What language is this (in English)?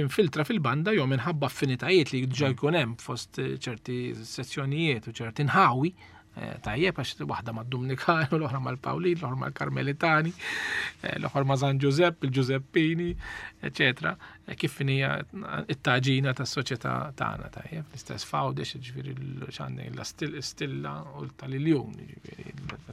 Maltese